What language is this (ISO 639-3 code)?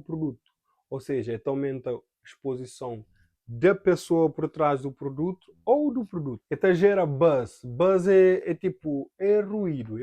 kea